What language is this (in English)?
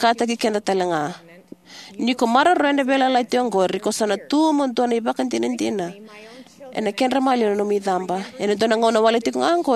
Fijian